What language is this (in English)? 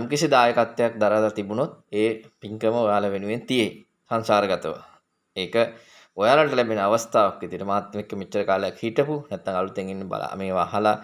Sinhala